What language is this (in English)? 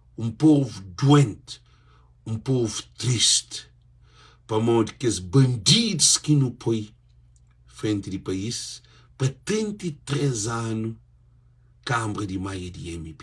Kabuverdianu